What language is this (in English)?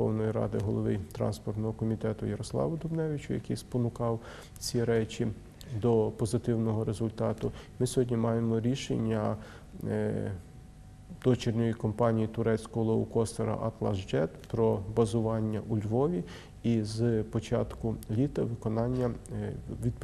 Ukrainian